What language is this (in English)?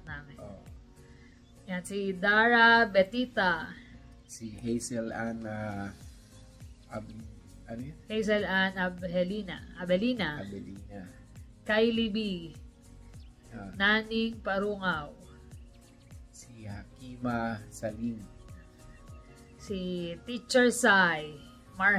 Filipino